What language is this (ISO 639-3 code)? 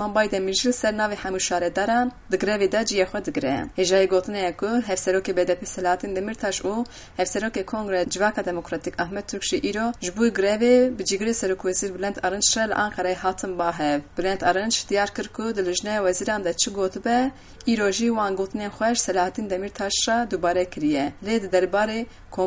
kur